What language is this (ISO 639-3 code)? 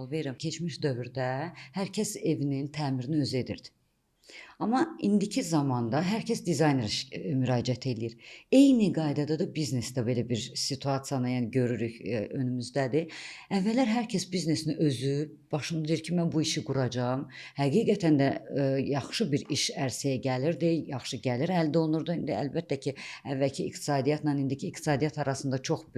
aze